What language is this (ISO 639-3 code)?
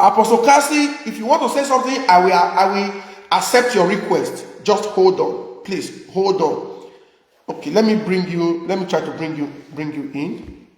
pcm